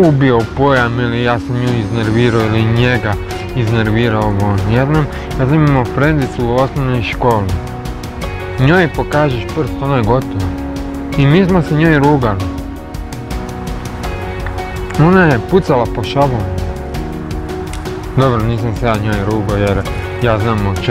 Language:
Croatian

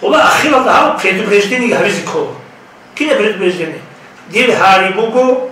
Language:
Avaric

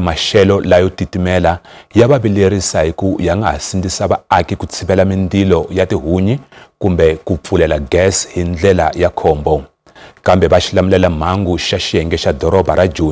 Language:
Tsonga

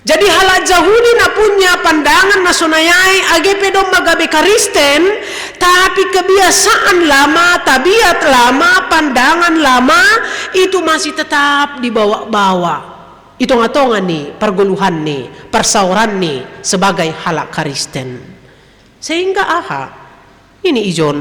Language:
Batak Simalungun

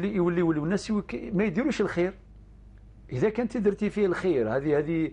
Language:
Algerian Arabic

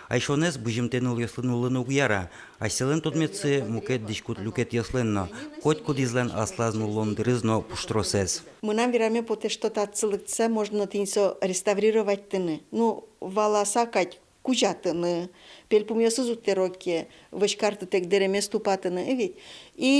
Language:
Udmurt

